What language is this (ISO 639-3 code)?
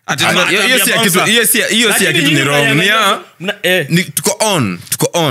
swa